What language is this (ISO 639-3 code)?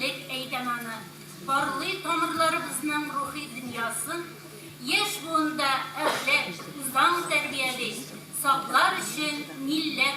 tat